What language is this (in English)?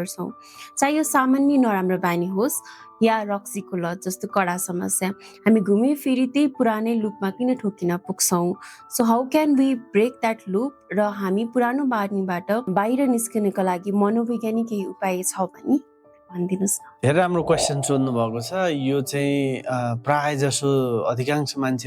Nepali